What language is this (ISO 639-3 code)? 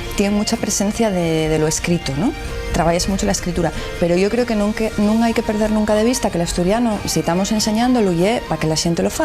ast